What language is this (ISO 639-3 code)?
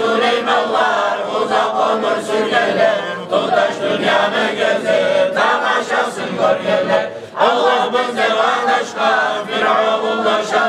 kum